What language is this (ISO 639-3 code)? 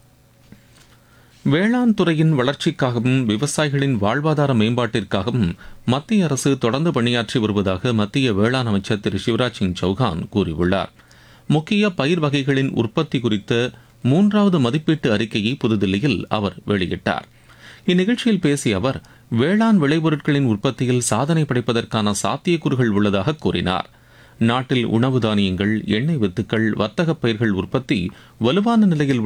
tam